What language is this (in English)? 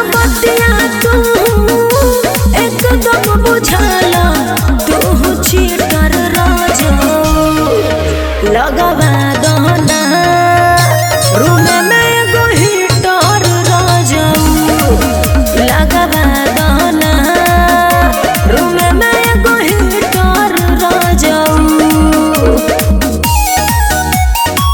Bhojpuri